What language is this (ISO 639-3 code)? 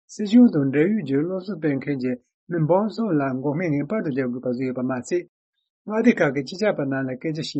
bod